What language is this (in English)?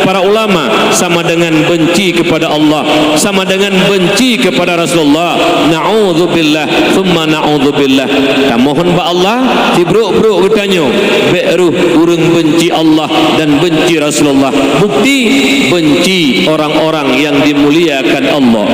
Achinese